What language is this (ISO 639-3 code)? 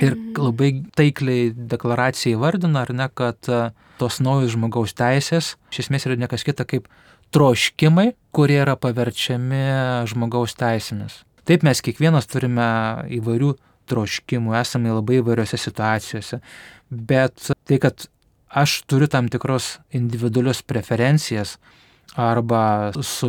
lit